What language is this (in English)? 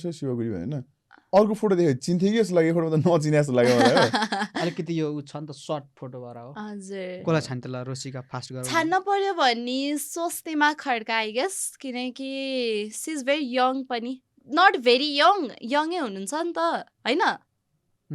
Nepali